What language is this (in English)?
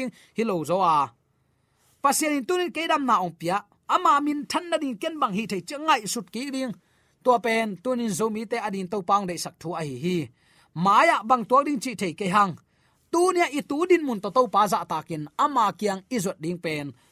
Tedim Chin